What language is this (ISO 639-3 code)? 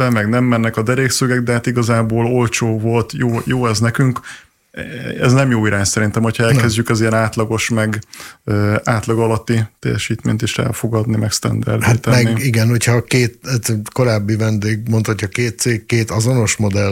hun